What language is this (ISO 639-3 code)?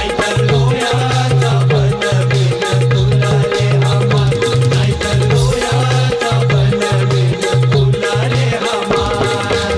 mar